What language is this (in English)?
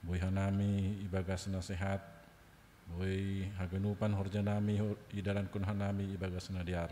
Batak Simalungun